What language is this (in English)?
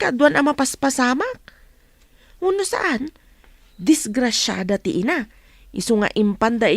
Iloko